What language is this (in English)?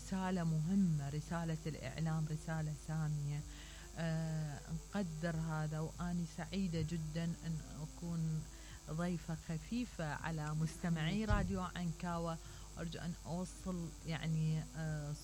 Mesopotamian Arabic